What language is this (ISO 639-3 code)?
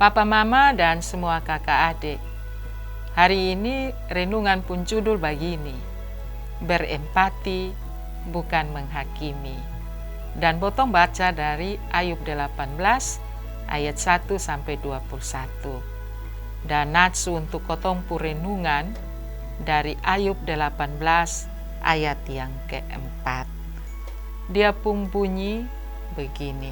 mkn